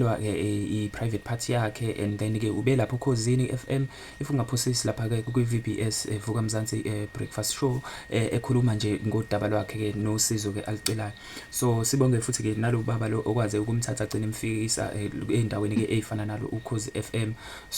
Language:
Zulu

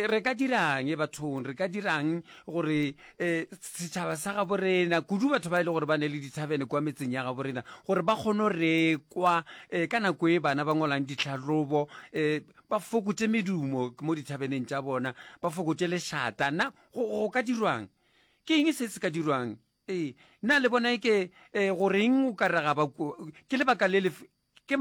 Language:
Northern Sotho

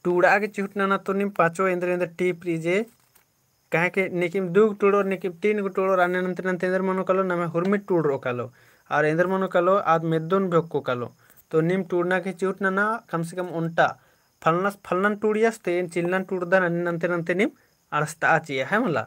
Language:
Kurukh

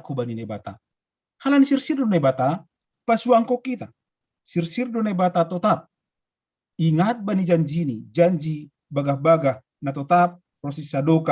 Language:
Batak Simalungun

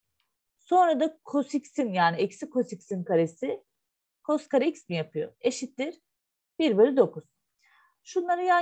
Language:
Turkish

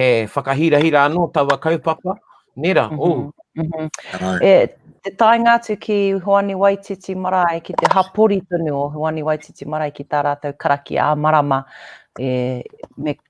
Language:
Māori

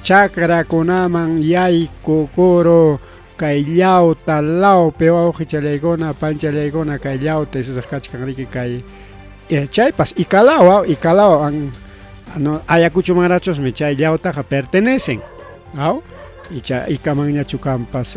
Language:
Ayacucho Quechua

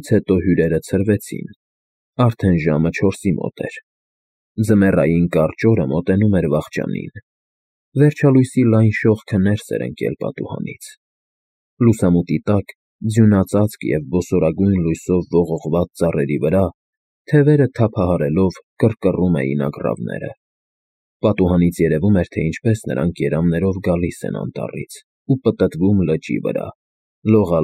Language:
Armenian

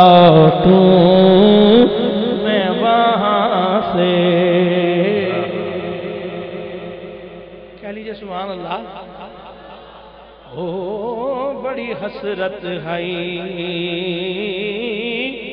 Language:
Urdu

